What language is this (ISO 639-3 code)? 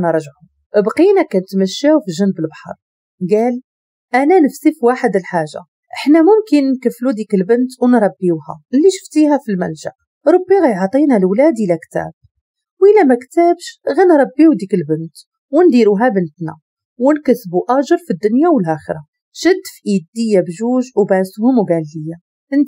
ary